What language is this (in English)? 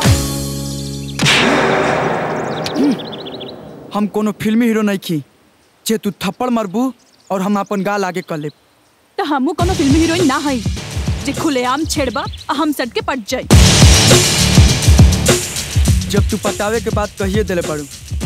Bhojpuri